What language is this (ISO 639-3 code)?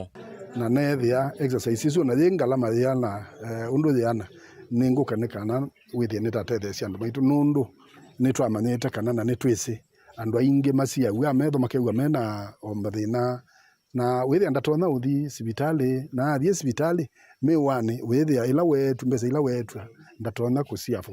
kam